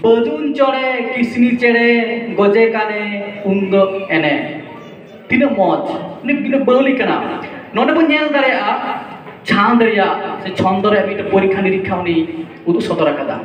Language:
Santali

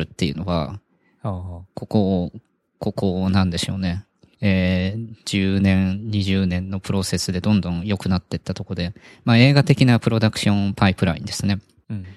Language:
Japanese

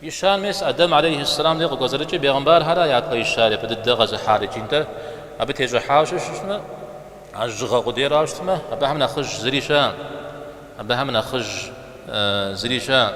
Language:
Kabardian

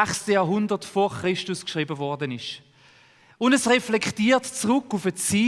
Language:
Swiss German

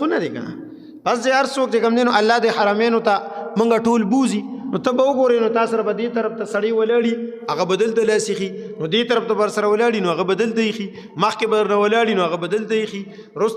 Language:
Pashto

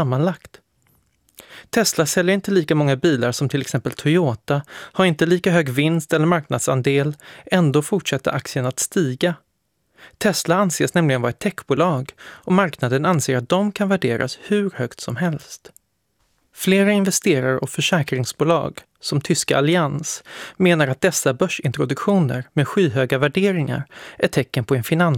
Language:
Swedish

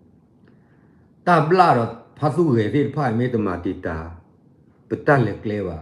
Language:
S'gaw Karen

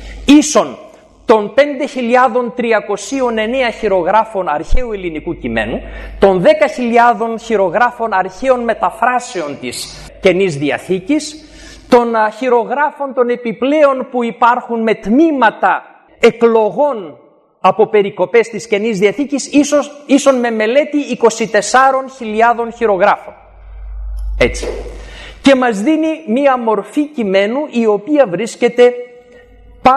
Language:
Greek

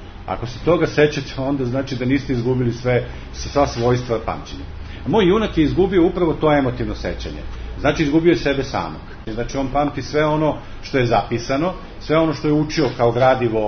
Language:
Serbian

